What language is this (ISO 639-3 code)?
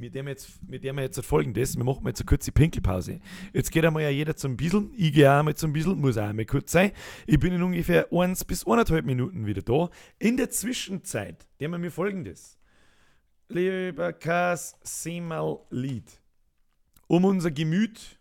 bar